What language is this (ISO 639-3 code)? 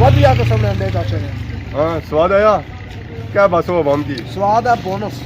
phr